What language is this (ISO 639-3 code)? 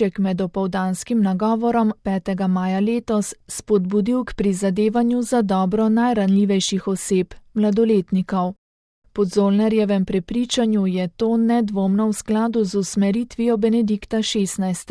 slv